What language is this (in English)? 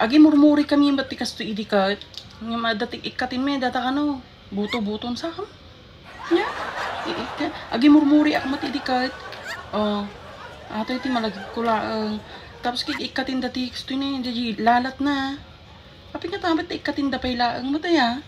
Iloko